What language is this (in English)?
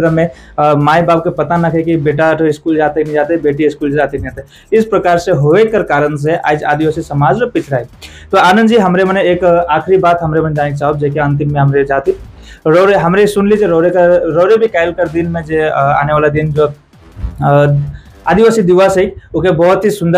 Sadri